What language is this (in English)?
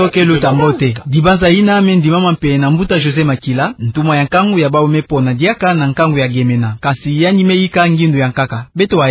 Kituba (Democratic Republic of Congo)